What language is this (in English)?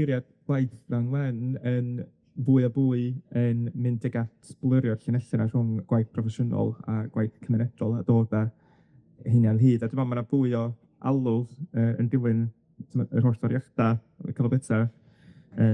Welsh